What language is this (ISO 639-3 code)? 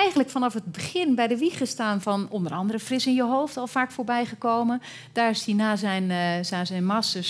nld